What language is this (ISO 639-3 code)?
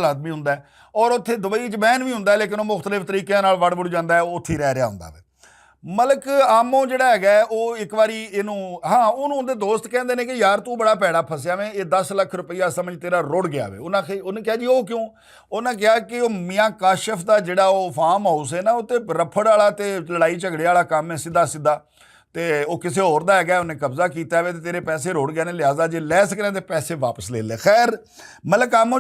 lah